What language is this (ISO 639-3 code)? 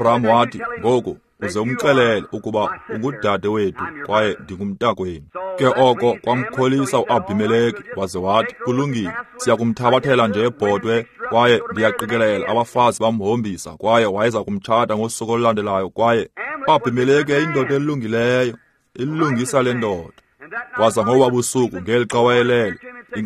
xho